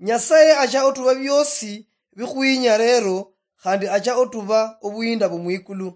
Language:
Luyia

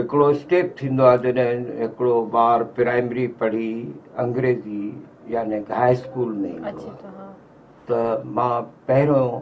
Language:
Sindhi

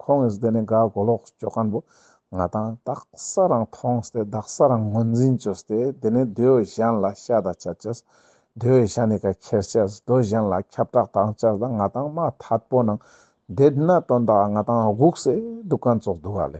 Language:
Ladakhi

